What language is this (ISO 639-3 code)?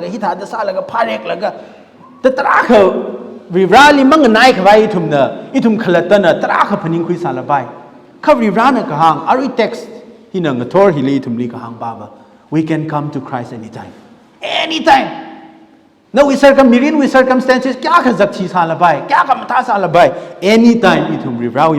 nmf